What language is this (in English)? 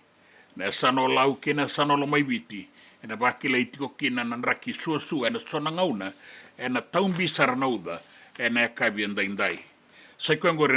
Fijian